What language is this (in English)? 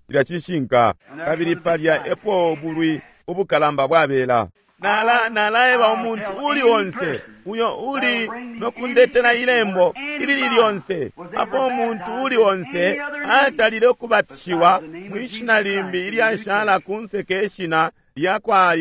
Bemba